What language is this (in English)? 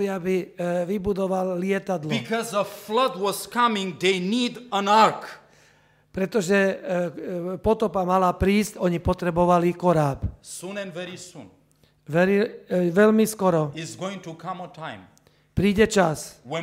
Slovak